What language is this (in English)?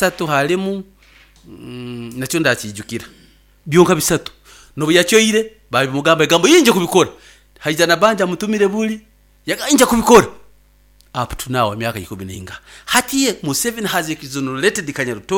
Nyoro